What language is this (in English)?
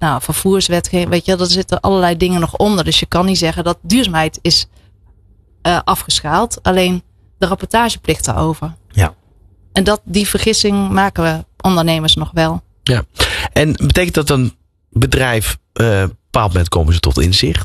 Dutch